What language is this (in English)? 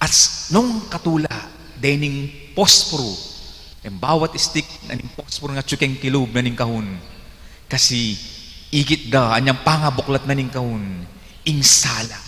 Pampanga